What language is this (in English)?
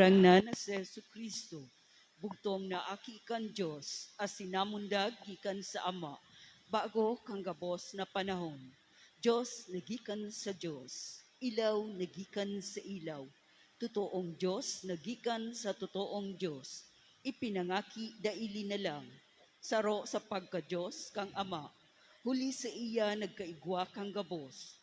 Bikol